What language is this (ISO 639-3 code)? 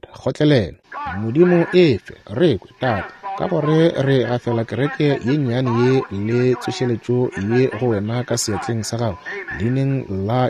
nso